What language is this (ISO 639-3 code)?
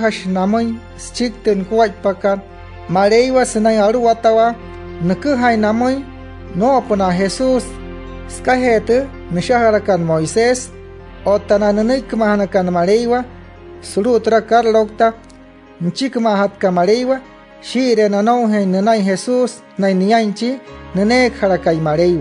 guc